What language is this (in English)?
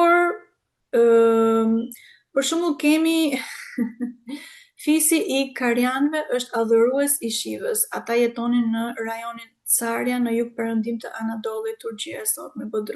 Albanian